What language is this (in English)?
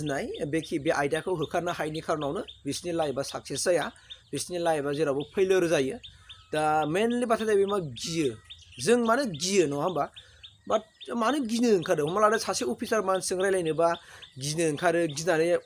Bodo